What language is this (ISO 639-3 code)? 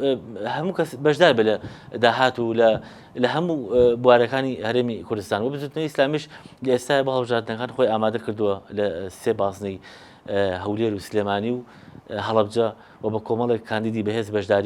ckb